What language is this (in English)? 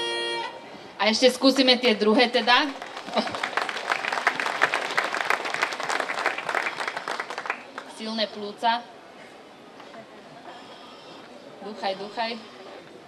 Slovak